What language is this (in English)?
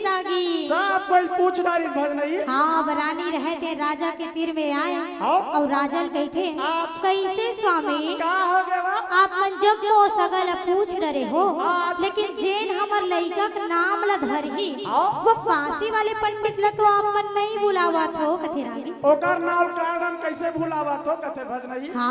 Chhattisgarhi